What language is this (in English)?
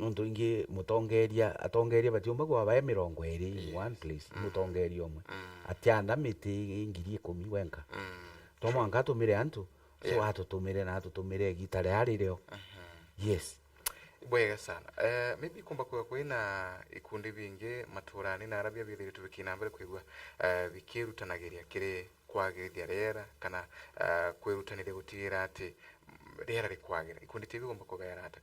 Meru